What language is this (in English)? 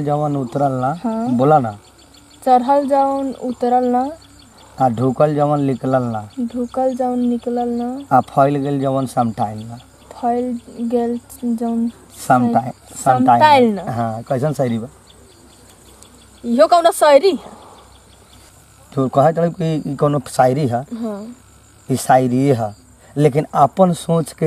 Bhojpuri